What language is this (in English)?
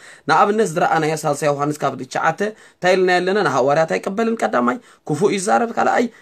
Tigrinya